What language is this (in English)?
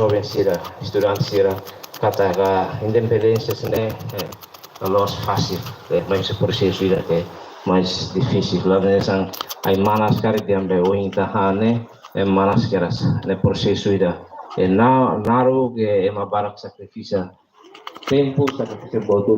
Tetum